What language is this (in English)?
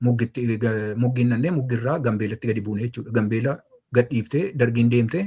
Oromo